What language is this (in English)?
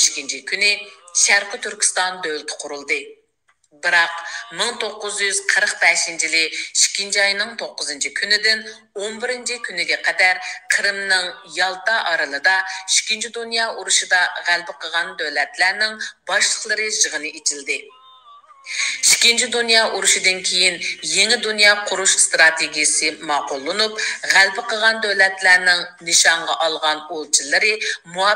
Uyghur